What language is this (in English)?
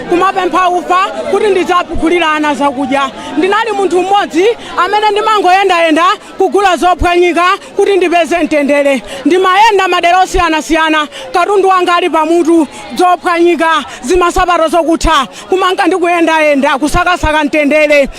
Nyanja